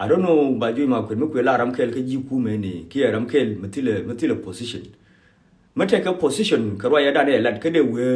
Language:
Nuer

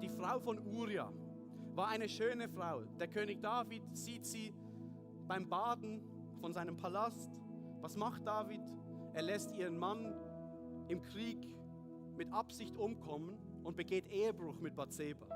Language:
Swiss German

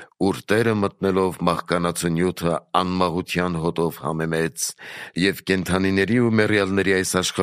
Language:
Armenian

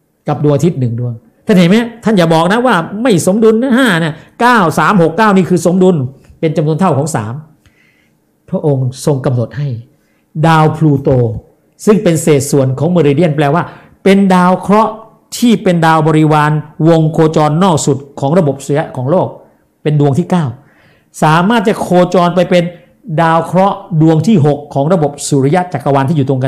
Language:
Thai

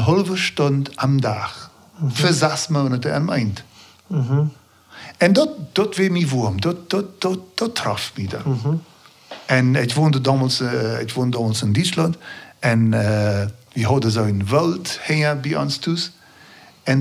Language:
Plautdietsch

